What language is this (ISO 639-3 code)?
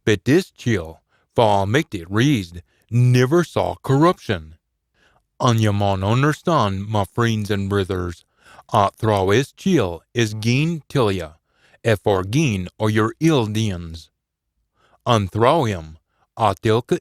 sco